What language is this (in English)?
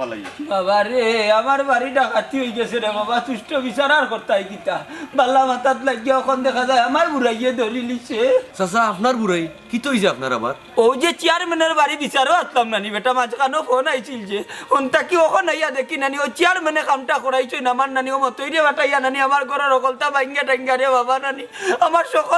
Sylheti